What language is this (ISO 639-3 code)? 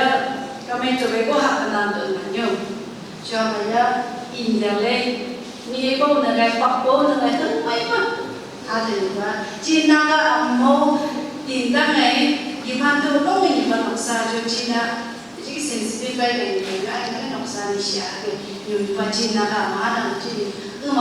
nph